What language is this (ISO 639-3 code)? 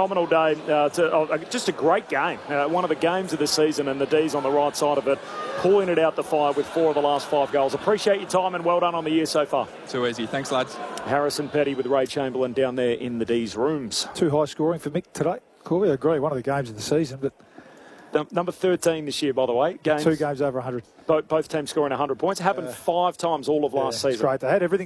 eng